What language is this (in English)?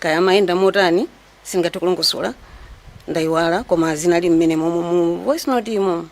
Nyanja